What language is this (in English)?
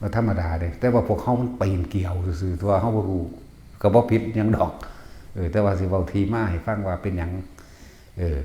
Northeastern Thai